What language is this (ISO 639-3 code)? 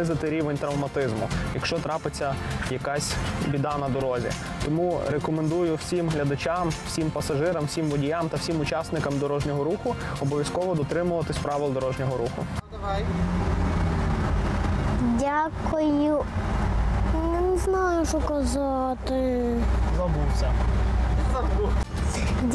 ukr